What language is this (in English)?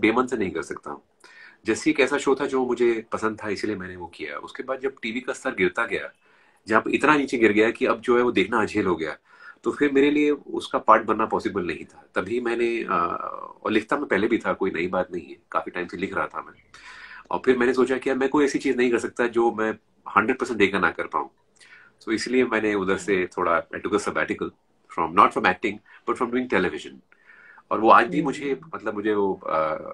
Hindi